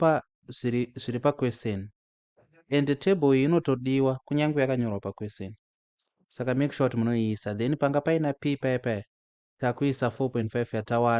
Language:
Shona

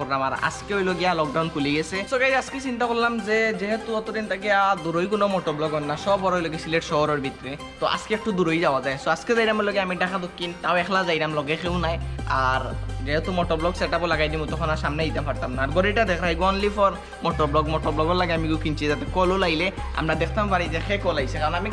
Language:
Sylheti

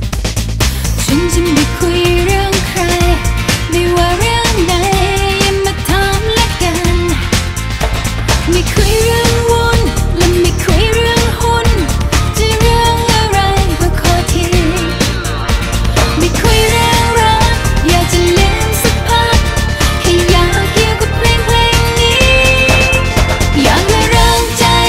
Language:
Thai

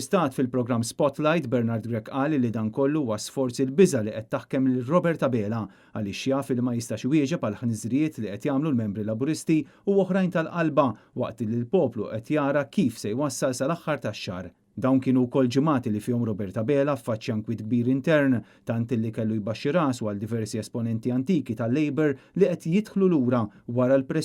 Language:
Maltese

